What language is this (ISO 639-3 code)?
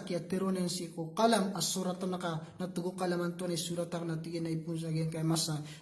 mrw